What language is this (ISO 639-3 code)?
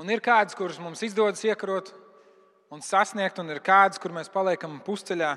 lav